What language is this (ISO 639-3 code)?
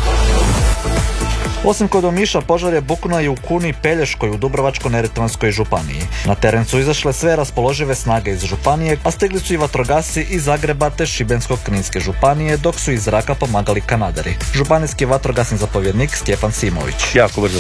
hrv